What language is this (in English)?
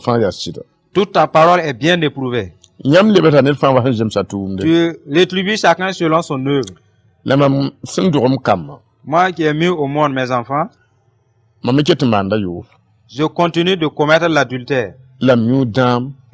Mossi